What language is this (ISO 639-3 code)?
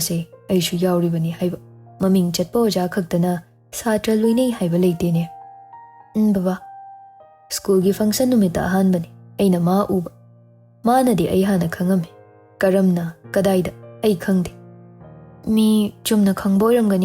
mni